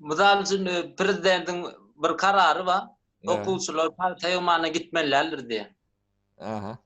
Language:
Turkmen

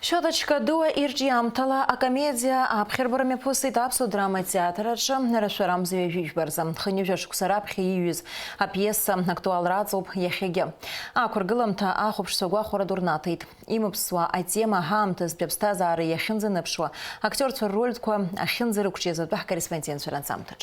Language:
Abkhazian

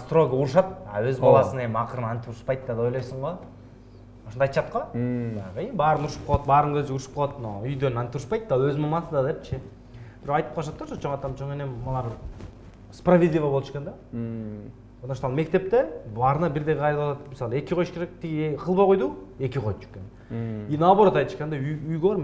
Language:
Kyrgyz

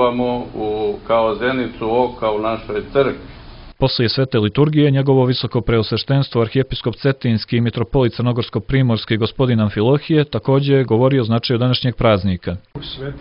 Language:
Serbian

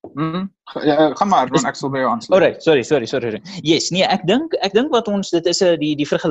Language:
Afrikaans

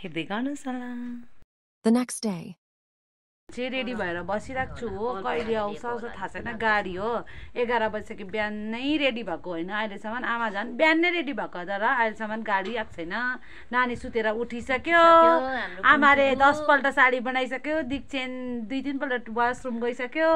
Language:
Nepali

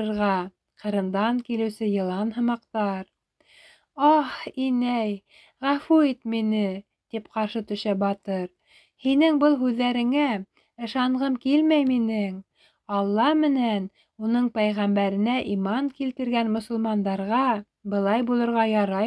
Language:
Bashkir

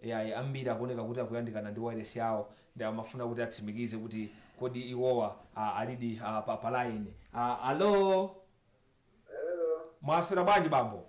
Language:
Nyanja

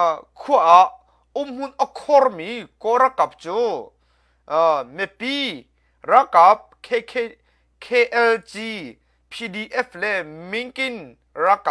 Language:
Hakha Chin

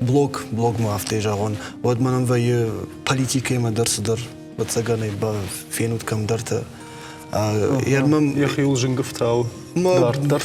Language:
Ossetic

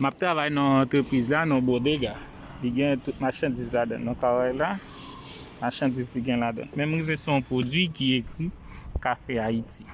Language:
Haitian Creole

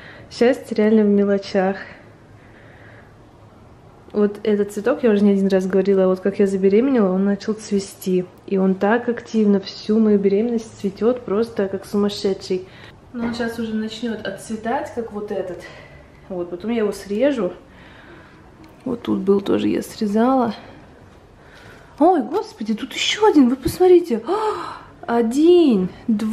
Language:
Russian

